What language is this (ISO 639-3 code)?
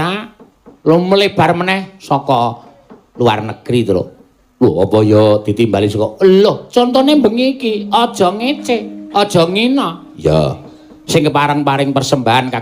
jav